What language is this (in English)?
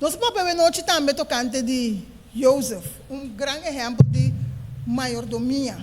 Papiamento